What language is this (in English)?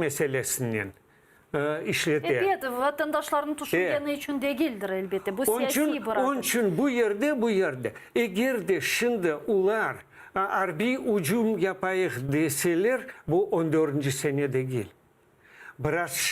Crimean Tatar